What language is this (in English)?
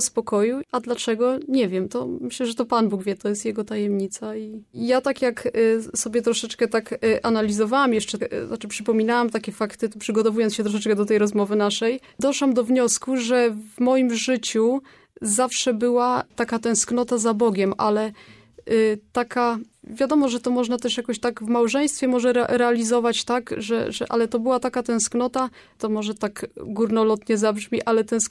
Polish